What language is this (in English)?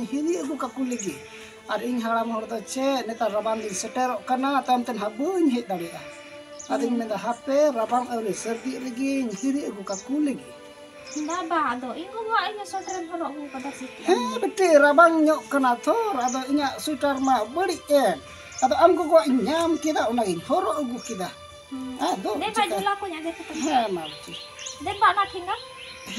Santali